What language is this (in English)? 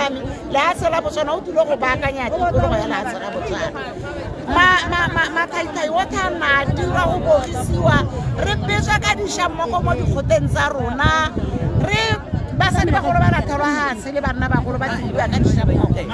Tswana